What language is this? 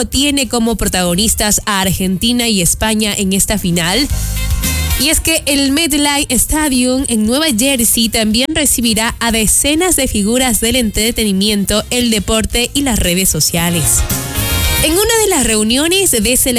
Spanish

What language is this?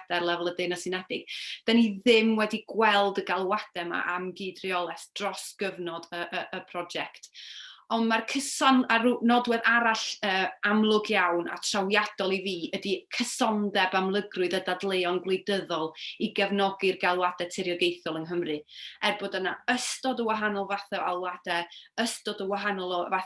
Welsh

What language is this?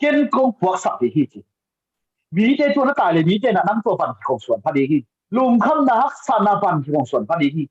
Tedim Chin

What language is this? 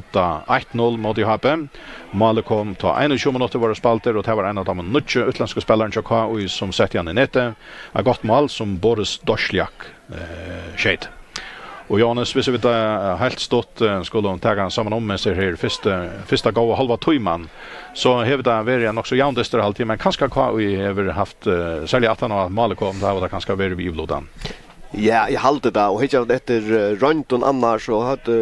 Faroese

